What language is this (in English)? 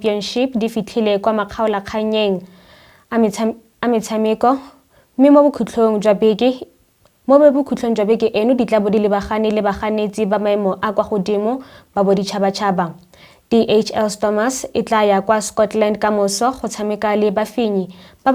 Tswana